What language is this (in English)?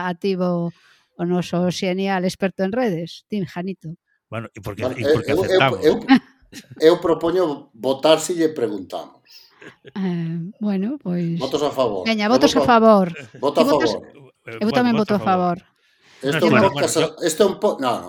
Galician